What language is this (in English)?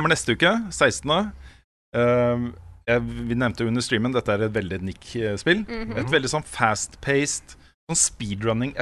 Norwegian